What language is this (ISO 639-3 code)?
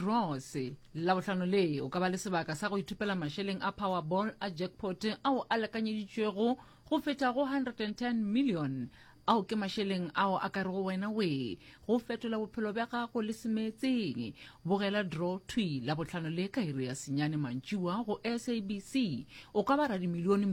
nso